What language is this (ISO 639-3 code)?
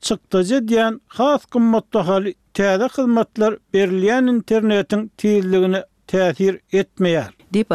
tuk